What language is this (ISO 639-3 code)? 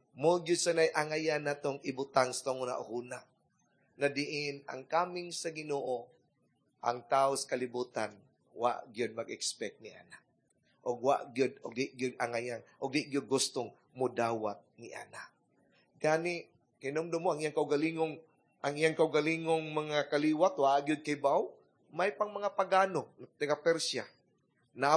ceb